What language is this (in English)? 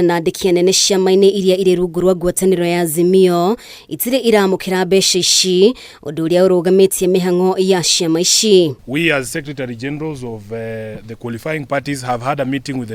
Kikuyu